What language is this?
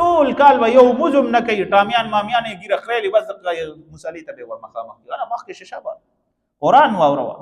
Pashto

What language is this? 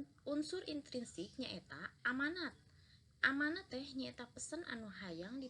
Sundanese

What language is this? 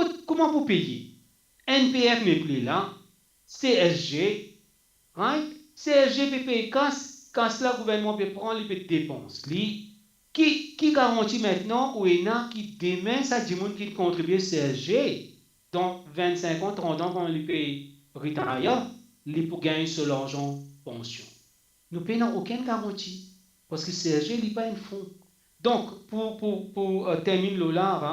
Morisyen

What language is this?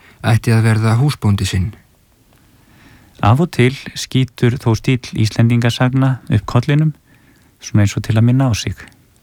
Icelandic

